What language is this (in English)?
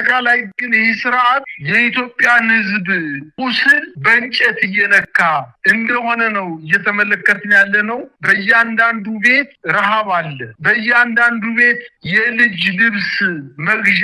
Amharic